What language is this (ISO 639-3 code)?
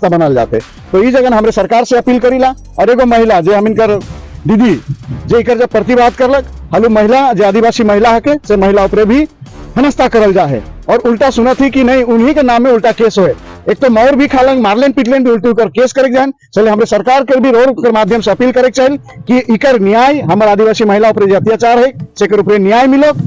sck